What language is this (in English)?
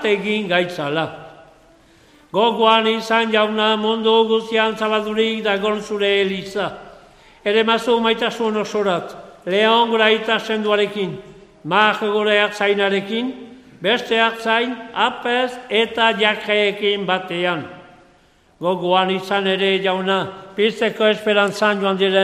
Basque